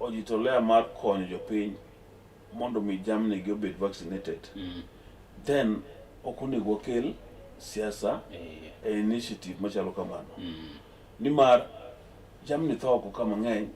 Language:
Luo (Kenya and Tanzania)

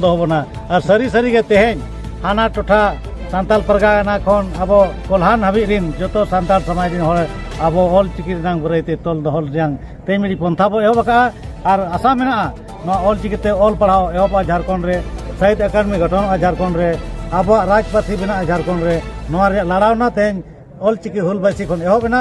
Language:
Santali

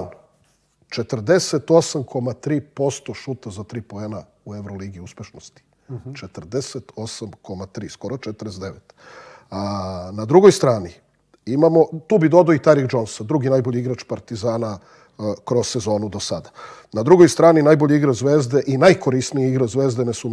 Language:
Serbian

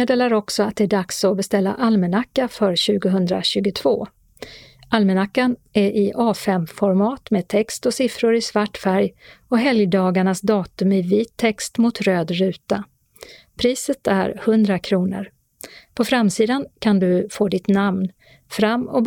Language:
Swedish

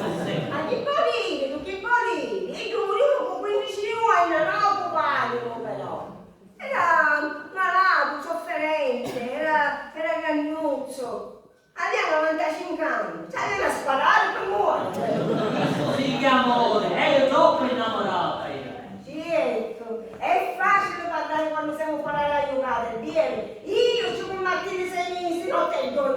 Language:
Sicilian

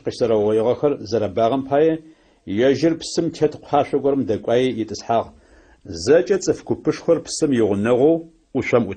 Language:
Adyghe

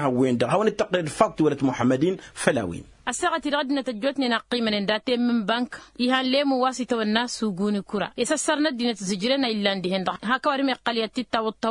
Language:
Tamasheq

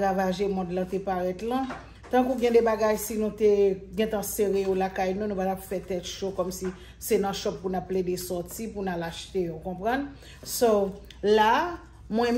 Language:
Haitian Creole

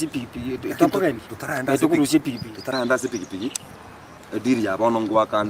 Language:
Gusii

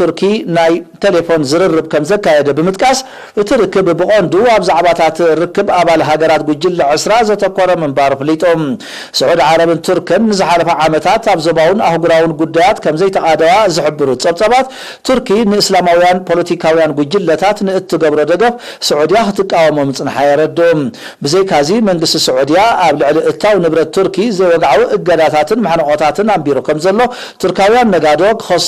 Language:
Tigrinya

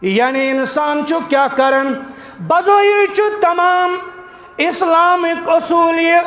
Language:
Kashmiri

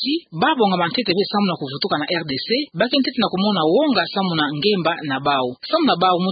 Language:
Kituba (Democratic Republic of Congo)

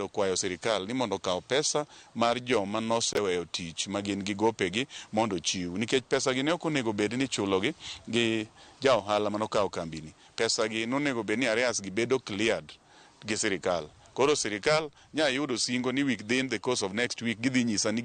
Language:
Luo (Kenya and Tanzania)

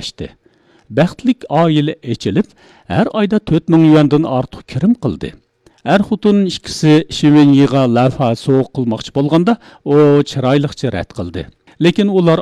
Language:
Uyghur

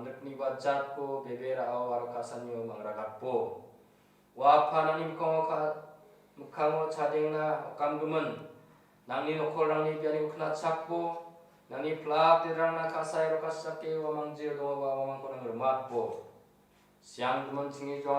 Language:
Garo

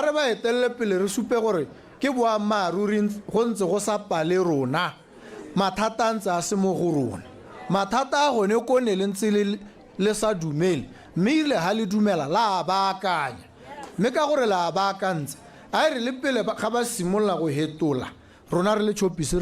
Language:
Tswana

